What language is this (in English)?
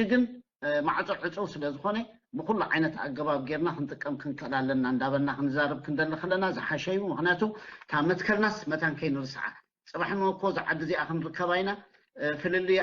Tigrinya